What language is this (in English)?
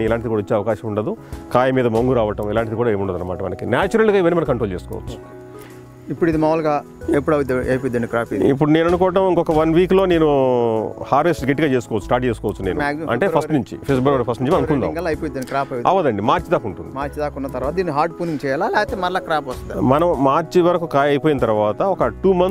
Telugu